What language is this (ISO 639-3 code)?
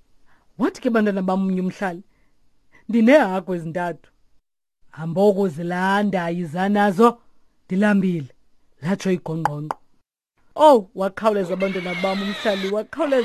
xho